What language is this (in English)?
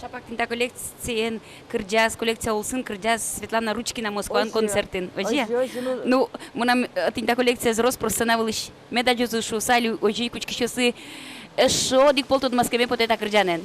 Udmurt